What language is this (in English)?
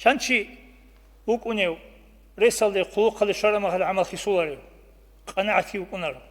Avaric